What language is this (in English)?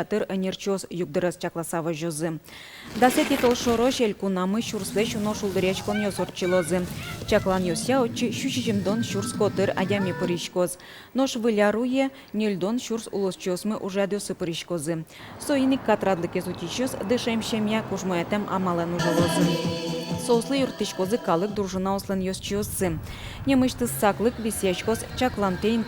Udmurt